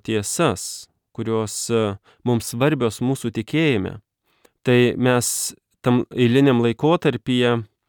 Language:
Lithuanian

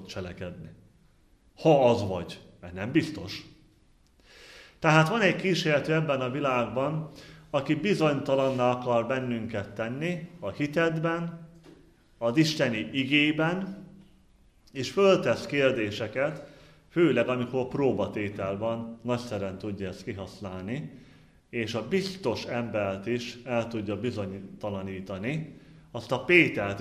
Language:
Hungarian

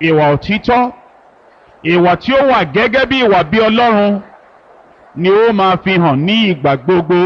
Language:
Yoruba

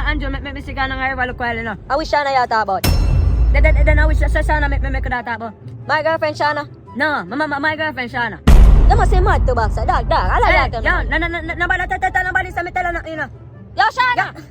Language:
Jamaican Creole English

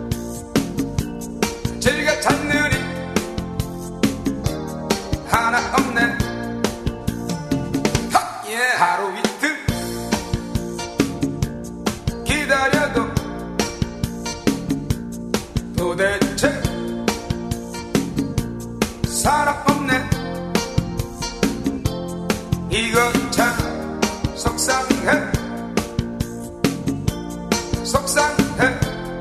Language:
Korean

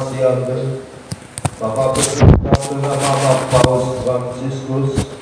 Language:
Nias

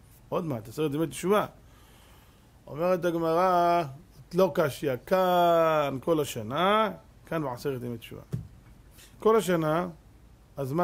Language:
Hebrew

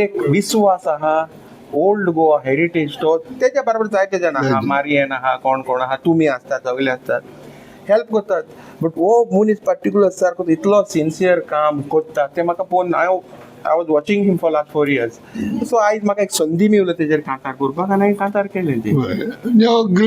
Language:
Konkani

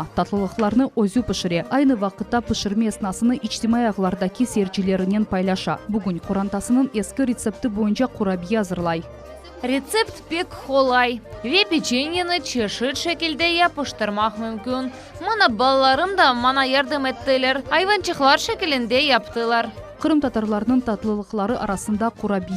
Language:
Crimean Tatar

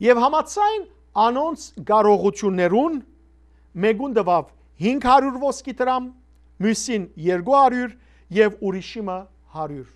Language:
Western Armenian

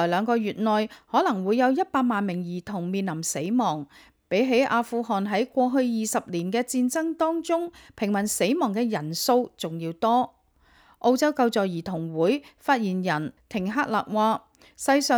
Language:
Cantonese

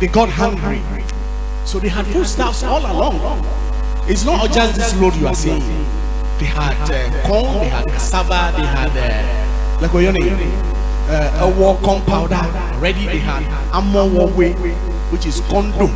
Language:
Ewe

